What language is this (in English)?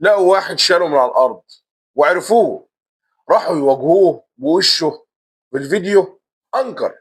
Egyptian Arabic